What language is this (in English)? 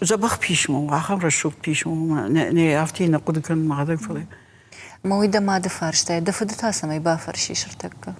Ossetic